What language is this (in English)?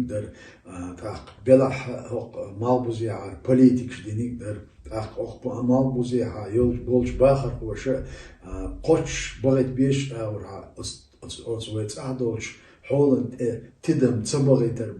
Chechen